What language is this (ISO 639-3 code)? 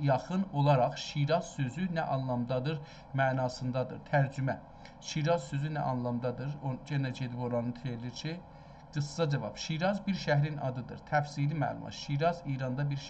azb